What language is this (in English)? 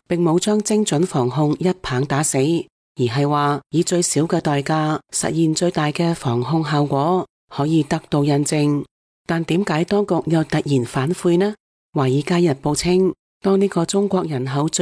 Cantonese